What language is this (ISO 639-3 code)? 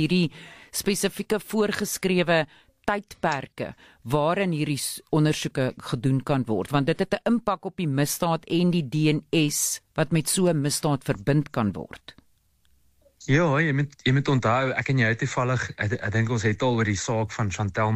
afr